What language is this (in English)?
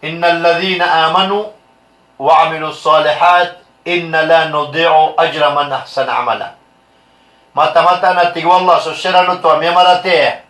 Maranao